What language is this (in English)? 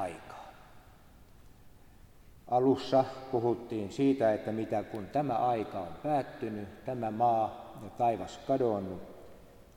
Finnish